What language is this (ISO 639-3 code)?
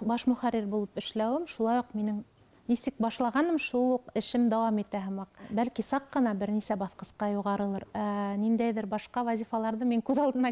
bak